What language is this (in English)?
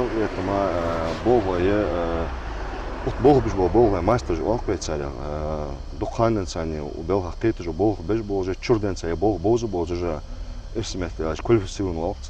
Ingush